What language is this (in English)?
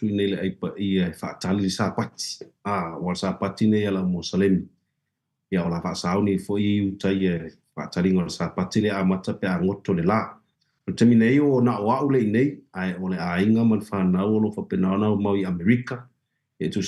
Samoan